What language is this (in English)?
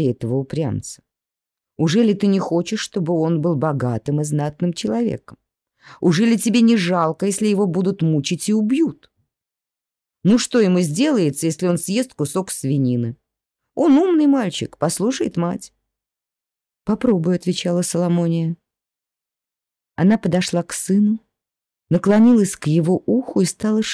Russian